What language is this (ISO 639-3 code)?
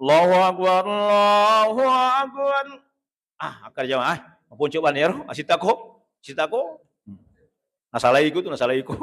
bug